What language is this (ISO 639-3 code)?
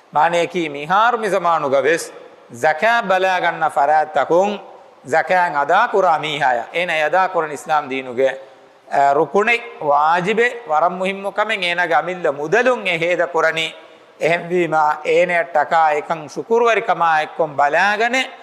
div